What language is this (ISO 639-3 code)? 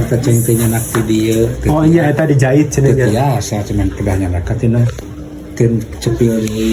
sun